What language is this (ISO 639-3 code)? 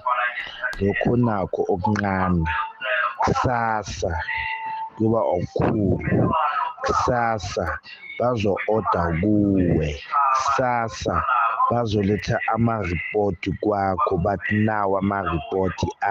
nbl